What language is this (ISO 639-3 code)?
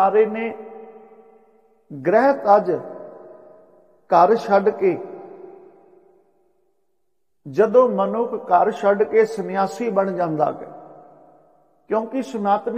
pan